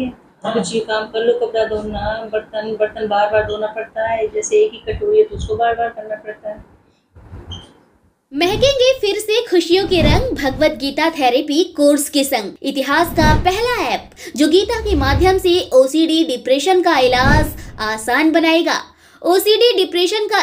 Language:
Hindi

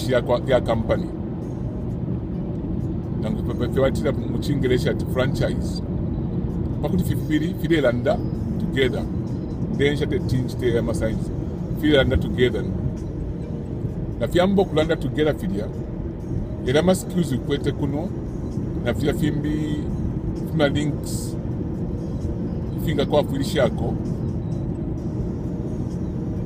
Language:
Bemba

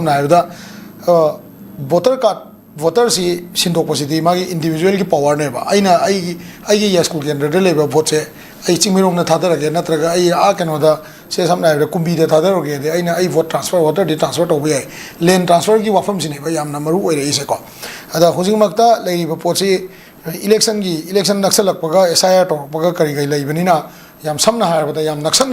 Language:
Manipuri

